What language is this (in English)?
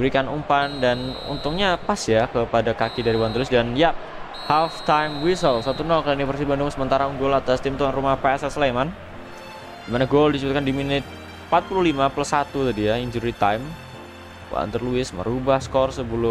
Indonesian